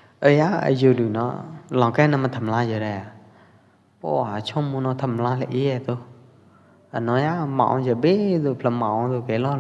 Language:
Pwo Eastern Karen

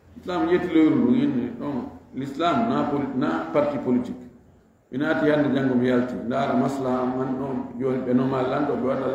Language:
Fula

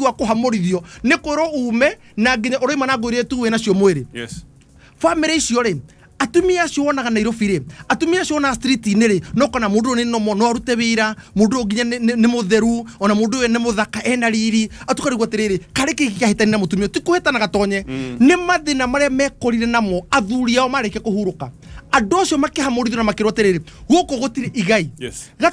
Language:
Kikuyu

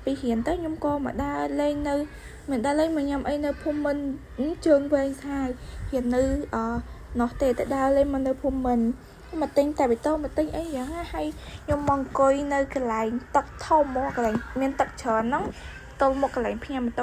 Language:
Khmer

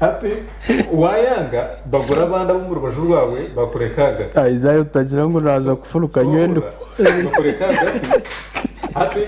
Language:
Nyankole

